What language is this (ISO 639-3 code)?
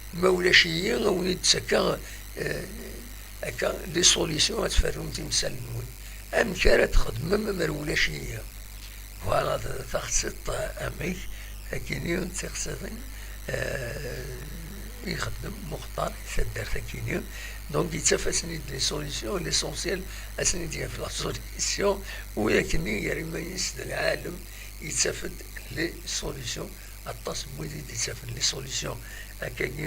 kab